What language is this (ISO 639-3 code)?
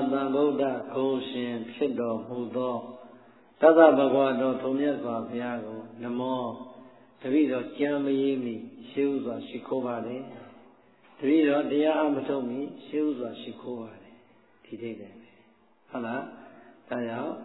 mya